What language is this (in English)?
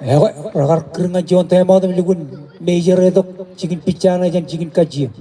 Marshallese